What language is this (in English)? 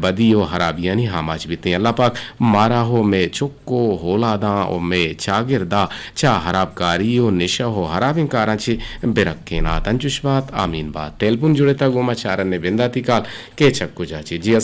Eastern Balochi